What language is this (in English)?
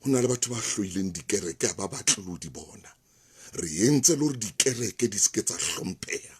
Southern Sotho